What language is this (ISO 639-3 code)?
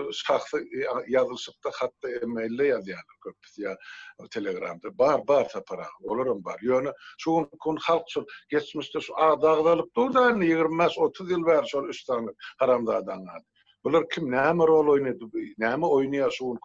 tuk